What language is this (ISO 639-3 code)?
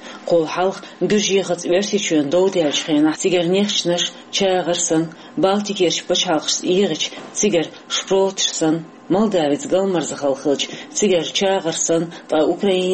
che